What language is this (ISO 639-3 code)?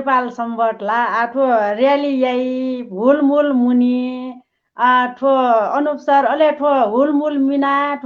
new